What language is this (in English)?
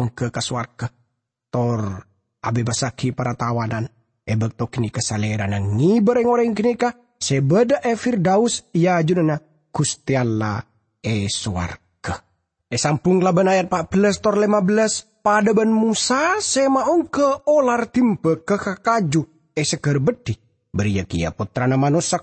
Madurese